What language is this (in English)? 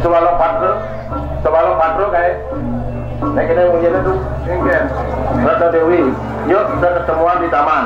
Balinese